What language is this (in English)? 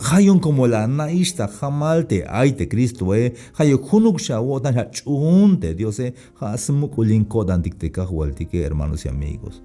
Tzeltal